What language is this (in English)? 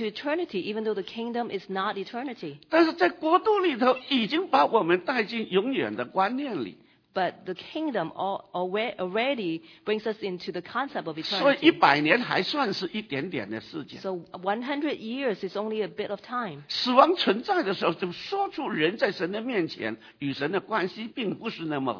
Chinese